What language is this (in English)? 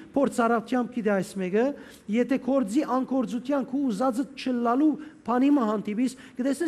Western Armenian